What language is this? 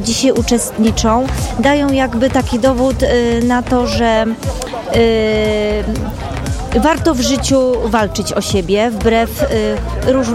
Polish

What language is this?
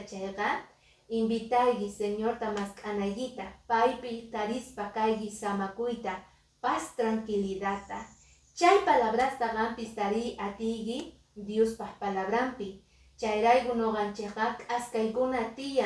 Quechua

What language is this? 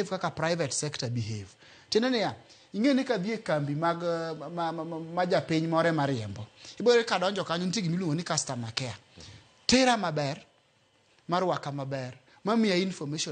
Luo (Kenya and Tanzania)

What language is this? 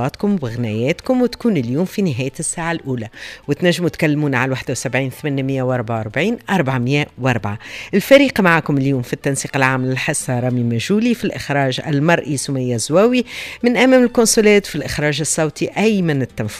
Tunisian Arabic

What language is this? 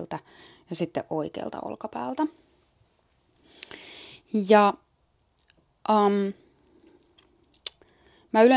Finnish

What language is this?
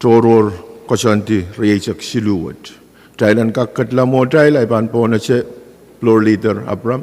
Pohnpeian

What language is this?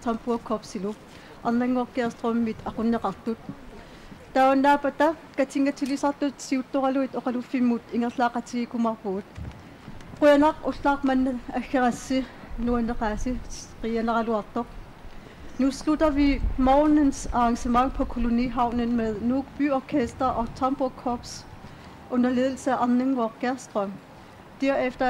Kalaallisut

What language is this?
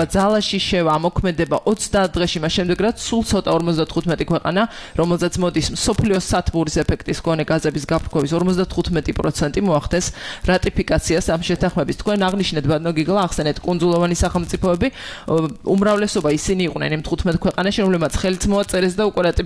Georgian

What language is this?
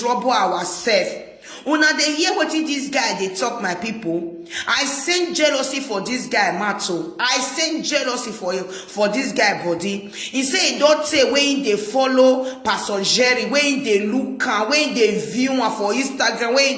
Nigerian Pidgin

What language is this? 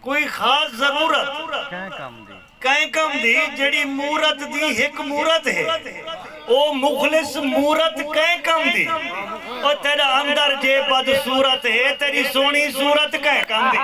Saraiki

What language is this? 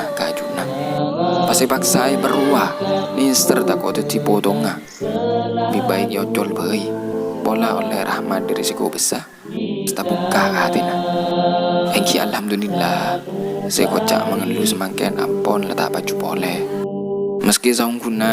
Madurese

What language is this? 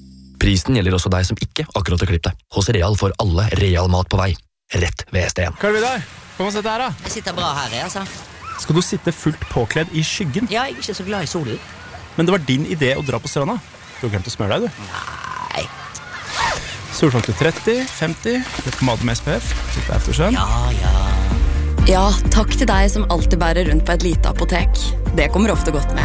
Norwegian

